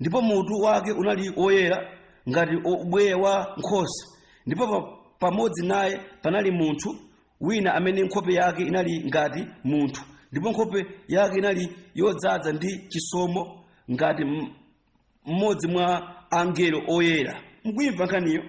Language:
Nyanja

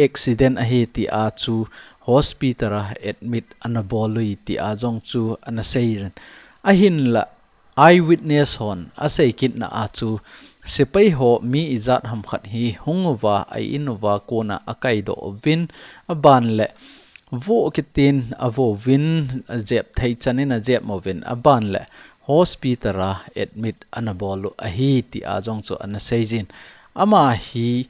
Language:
Thado Chin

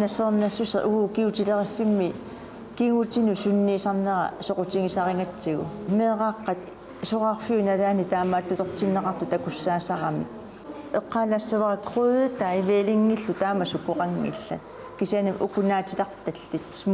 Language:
Kalaallisut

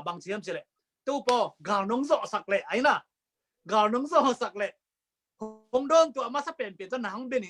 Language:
Tedim Chin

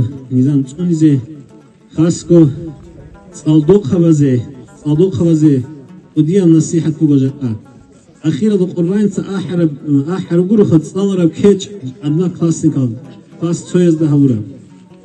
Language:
Avaric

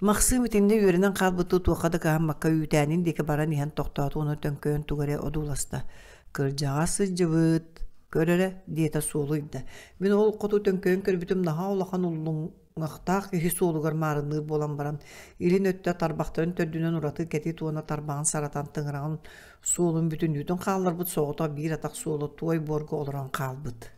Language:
Yakut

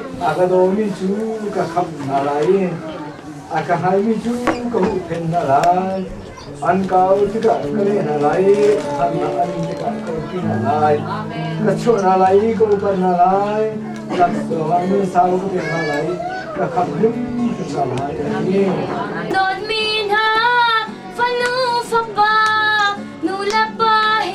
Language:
Hakha Chin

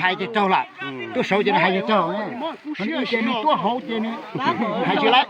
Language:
Hmong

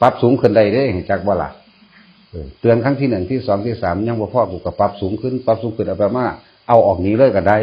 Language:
Northeastern Thai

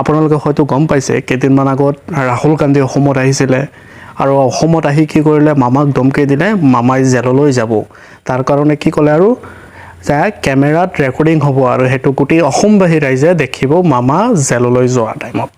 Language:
Assamese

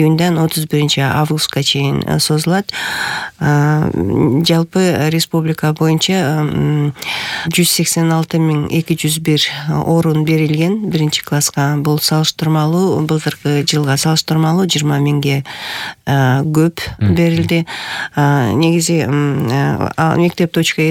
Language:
Kyrgyz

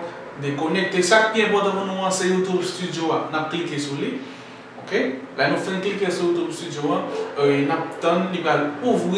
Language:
Haitian Creole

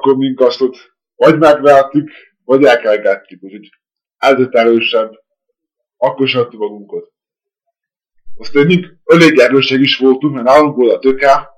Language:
Hungarian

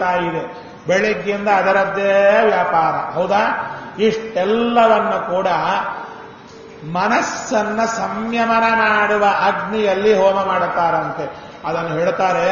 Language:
Kannada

